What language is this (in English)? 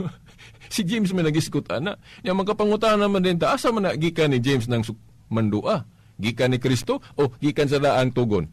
Cebuano